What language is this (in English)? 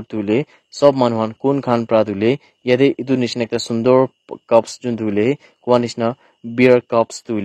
Naga Pidgin